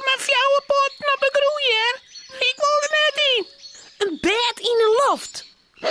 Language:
Western Frisian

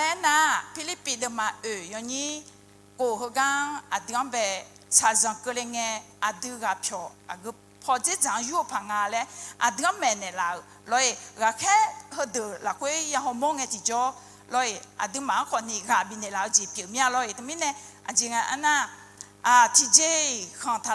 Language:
Akha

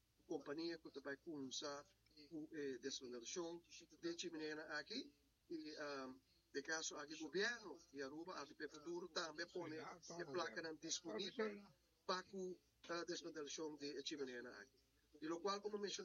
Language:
Papiamento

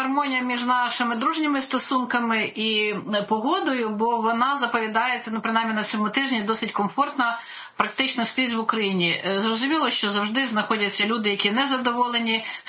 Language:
Ukrainian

